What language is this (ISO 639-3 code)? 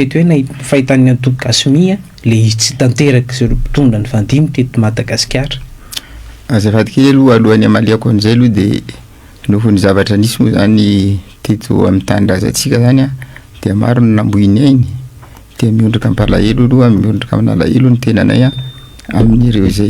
mlg